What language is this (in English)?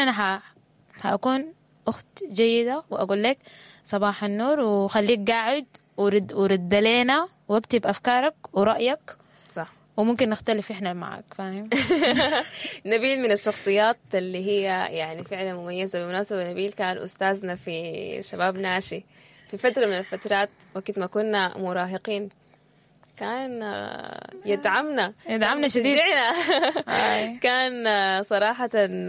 Sudanese Arabic